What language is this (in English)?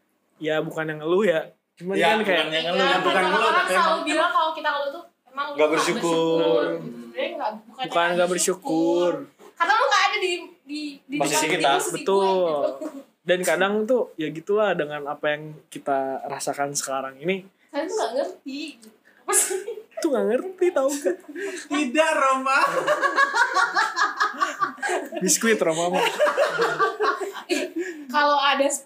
Indonesian